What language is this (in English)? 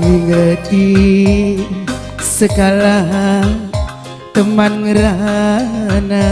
Batak Karo